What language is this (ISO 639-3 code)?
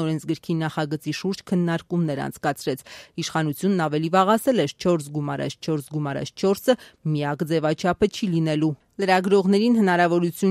hye